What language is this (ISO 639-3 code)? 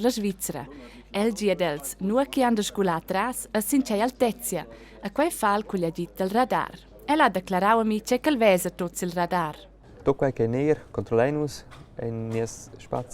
roh